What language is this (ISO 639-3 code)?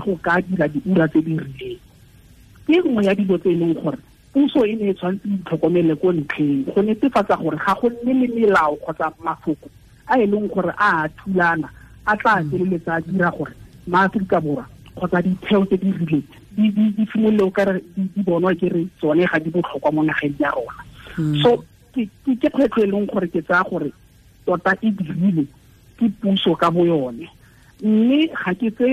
tsn